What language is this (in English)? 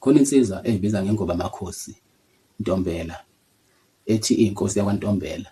Zulu